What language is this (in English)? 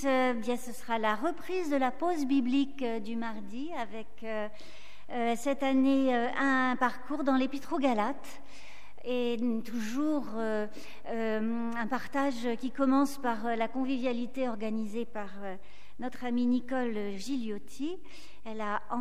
French